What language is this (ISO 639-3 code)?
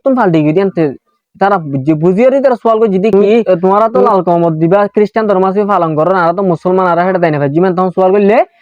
rhg